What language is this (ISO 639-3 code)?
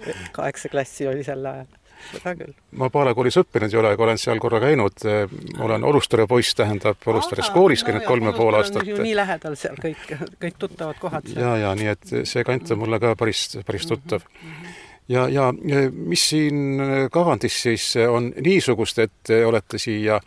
est